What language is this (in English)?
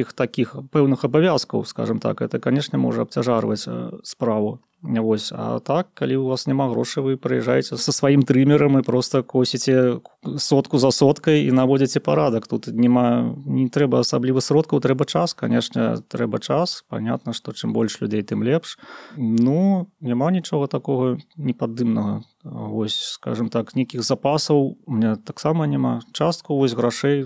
Belarusian